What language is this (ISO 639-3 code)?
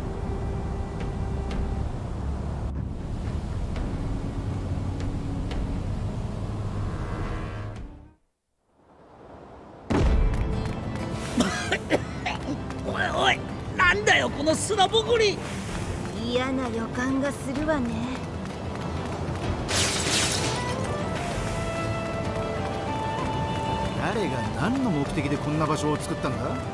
jpn